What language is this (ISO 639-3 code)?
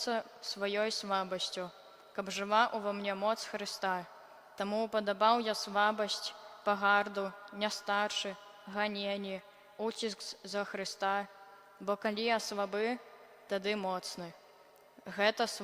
bel